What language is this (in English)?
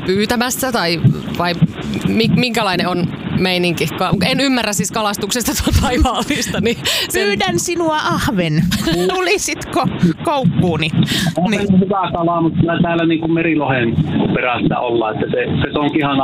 Finnish